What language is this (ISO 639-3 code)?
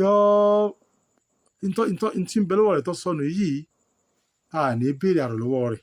yor